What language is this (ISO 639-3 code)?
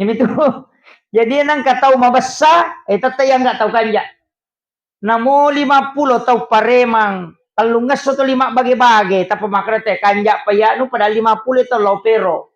bug